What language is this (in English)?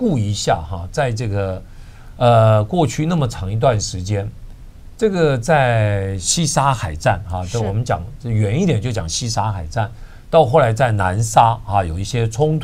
Chinese